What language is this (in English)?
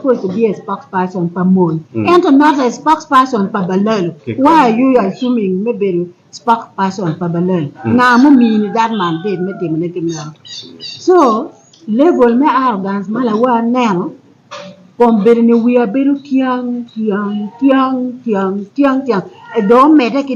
Acoli